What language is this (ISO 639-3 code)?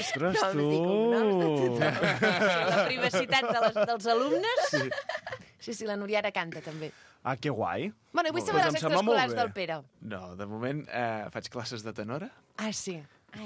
cat